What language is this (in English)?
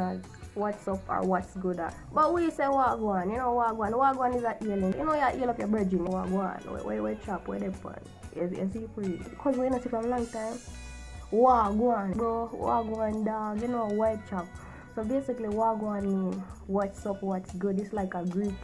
Jamaican Creole English